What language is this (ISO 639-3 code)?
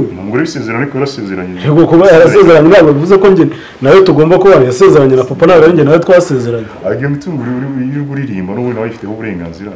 kin